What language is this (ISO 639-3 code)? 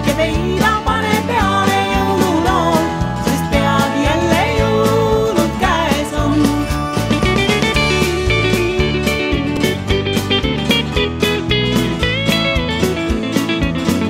est